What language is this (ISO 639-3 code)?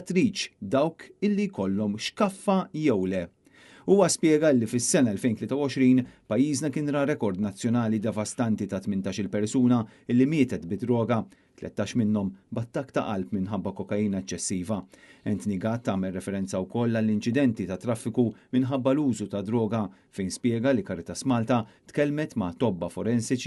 mlt